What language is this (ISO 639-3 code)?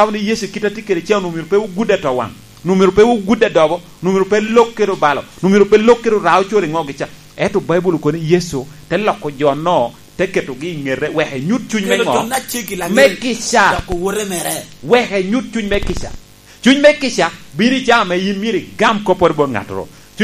laj